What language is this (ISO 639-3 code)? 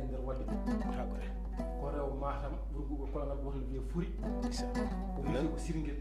ful